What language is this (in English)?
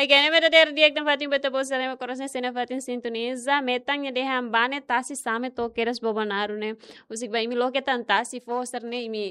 Tetum